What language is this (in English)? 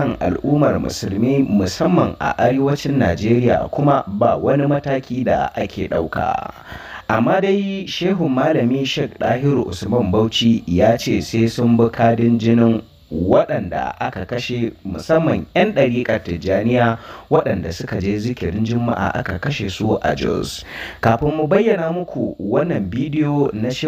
Hausa